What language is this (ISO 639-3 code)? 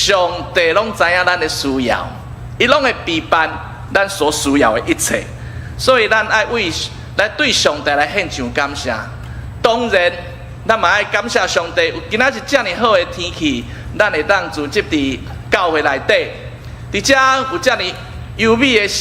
nan